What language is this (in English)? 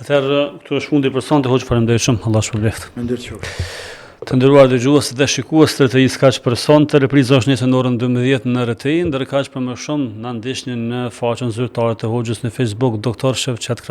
Albanian